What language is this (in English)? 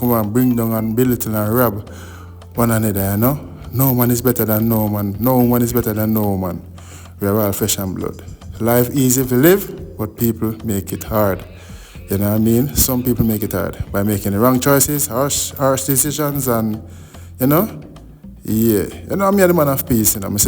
Jamaican Creole English